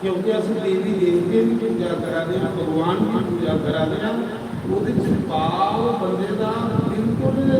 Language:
Dogri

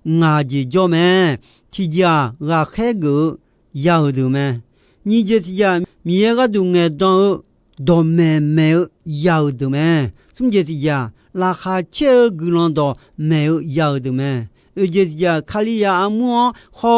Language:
Akha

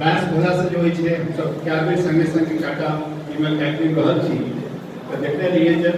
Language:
Maithili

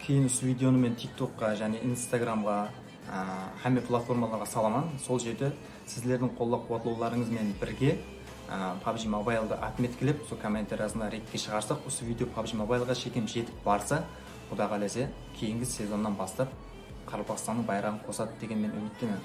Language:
Kara-Kalpak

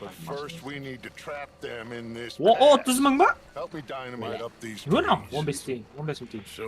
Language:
Kara-Kalpak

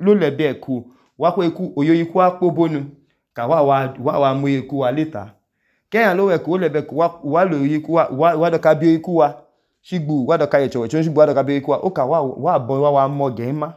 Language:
Idoma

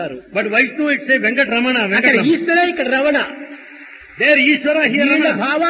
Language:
Telugu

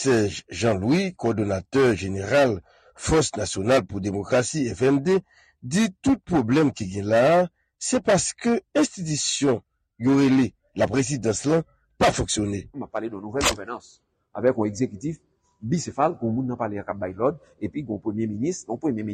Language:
Haitian Creole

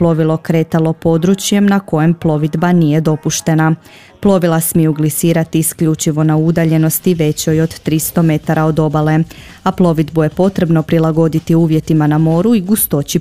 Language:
Croatian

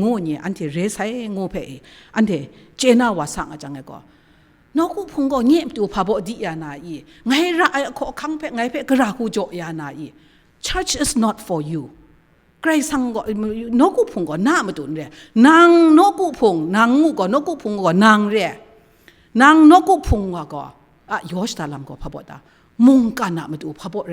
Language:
Kachin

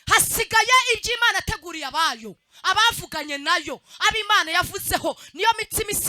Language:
Kinyarwanda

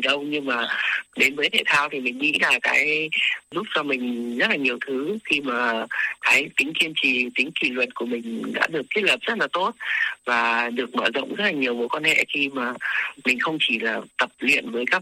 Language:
Vietnamese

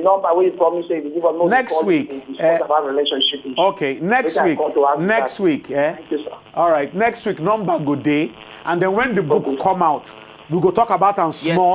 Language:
Nigerian Pidgin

